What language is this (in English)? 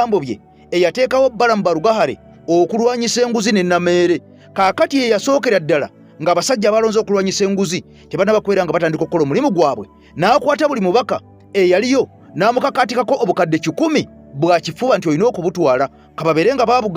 Ganda